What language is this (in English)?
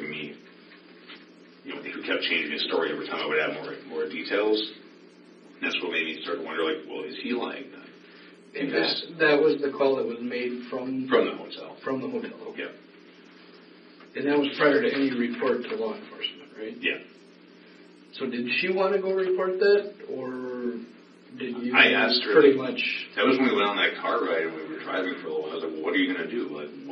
English